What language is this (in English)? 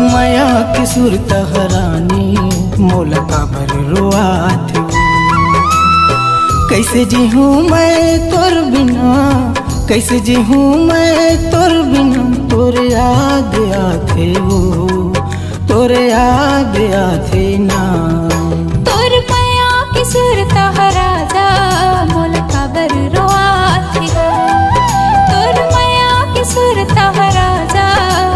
Chhattisgarhi